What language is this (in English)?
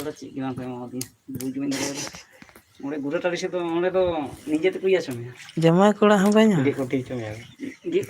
Santali